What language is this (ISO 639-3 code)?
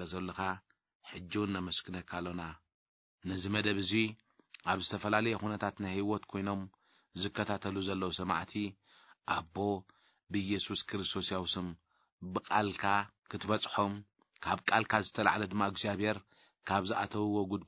tir